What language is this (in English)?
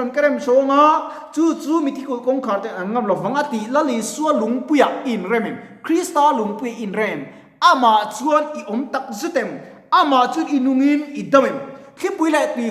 Mizo